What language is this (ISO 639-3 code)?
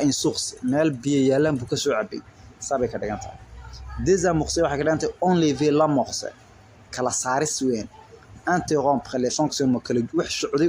som